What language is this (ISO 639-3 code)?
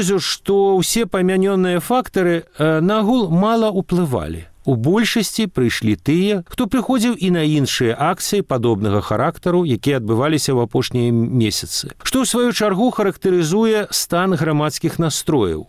bel